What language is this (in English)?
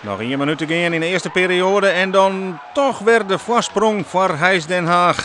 Western Frisian